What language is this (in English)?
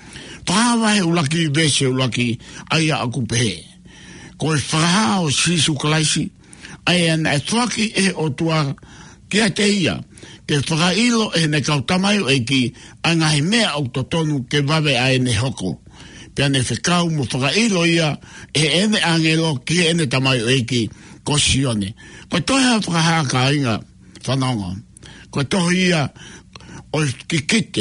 Tongan